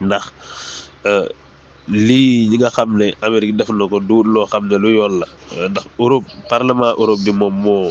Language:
Wolof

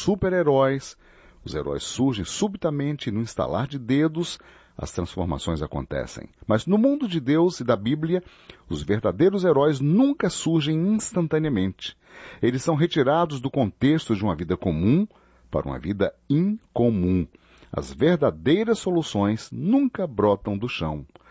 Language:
Portuguese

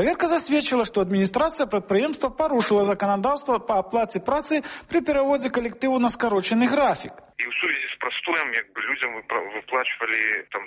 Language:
Belarusian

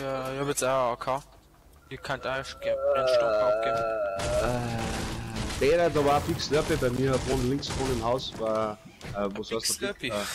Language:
Bavarian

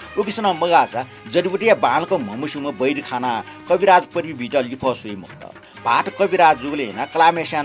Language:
Newari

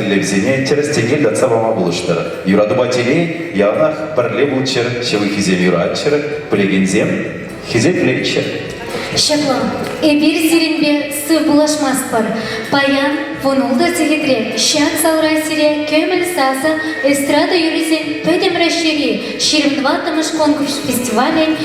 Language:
Chuvash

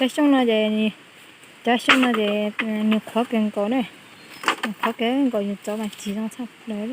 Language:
Hmong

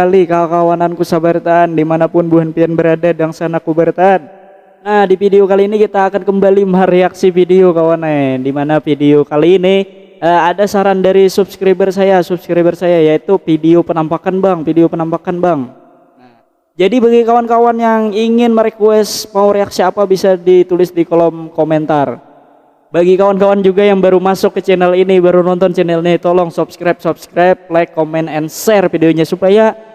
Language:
Banjar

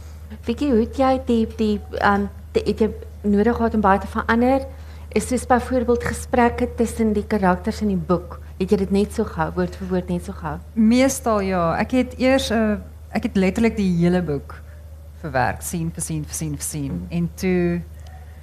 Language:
Afrikaans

